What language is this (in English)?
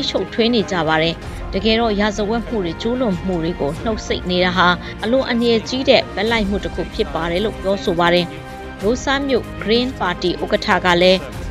Burmese